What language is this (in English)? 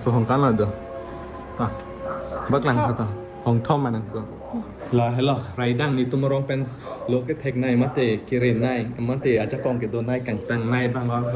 Karbi